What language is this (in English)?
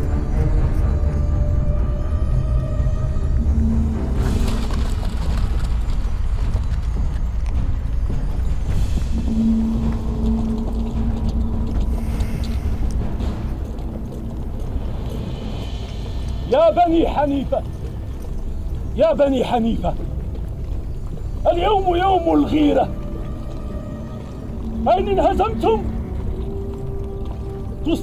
Arabic